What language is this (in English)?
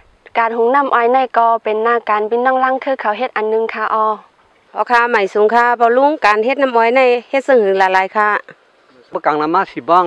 Shan